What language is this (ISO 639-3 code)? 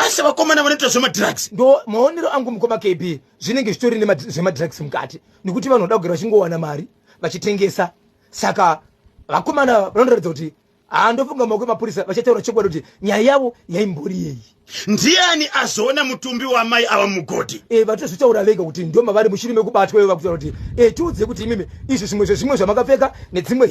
sna